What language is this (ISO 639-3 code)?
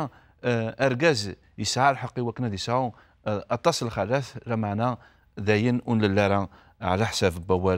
kab